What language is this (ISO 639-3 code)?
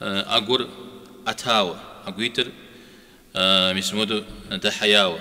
kbd